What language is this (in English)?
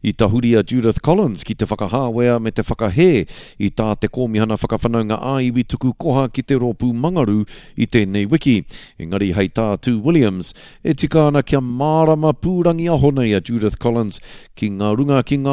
Māori